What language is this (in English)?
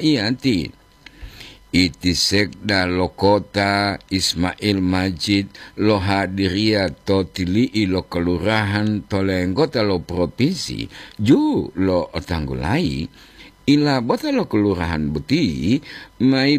Gorontalo